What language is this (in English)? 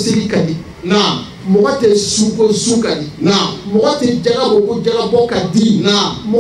Bambara